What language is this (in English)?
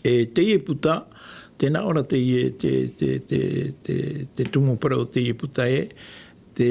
Tahitian